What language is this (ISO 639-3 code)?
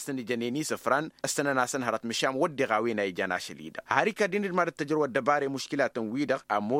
taq